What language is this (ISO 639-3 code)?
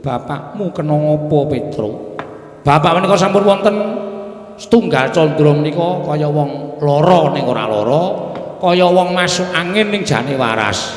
jav